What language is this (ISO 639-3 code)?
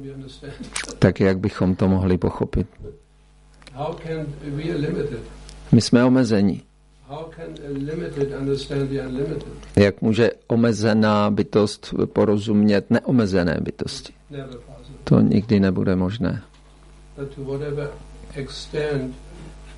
ces